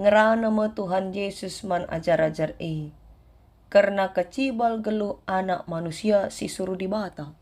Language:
Batak Karo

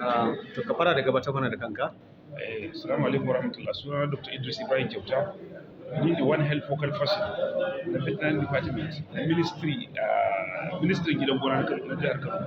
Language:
Hausa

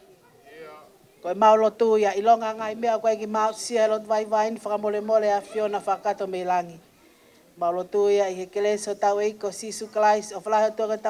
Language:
Tongan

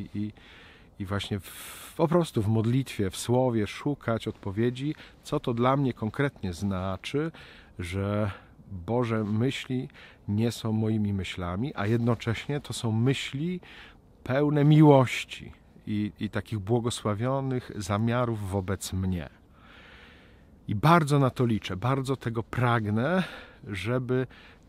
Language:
Polish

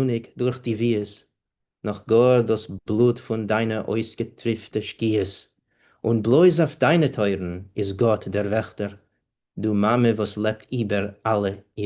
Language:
Yiddish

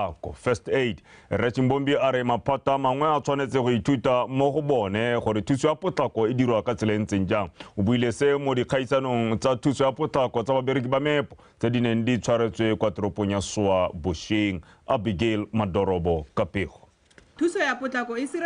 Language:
Tswana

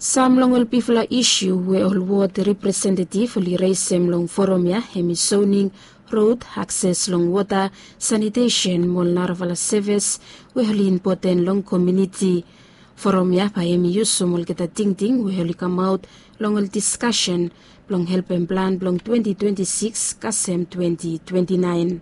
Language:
Bislama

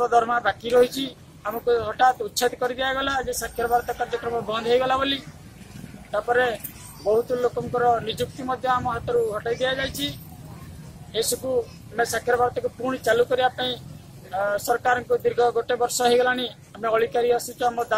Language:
Odia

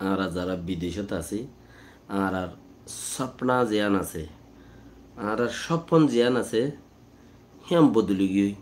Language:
Rohingya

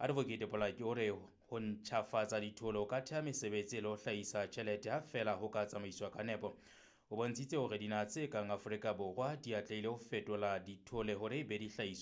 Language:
Southern Sotho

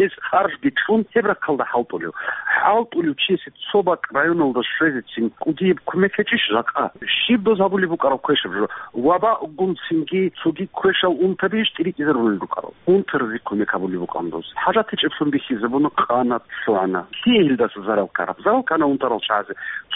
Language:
Avaric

